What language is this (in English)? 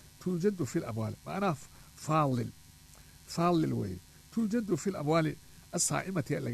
Somali